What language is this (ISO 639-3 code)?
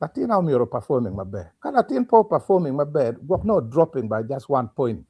ach